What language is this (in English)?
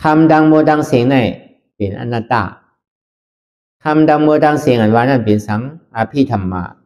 Shan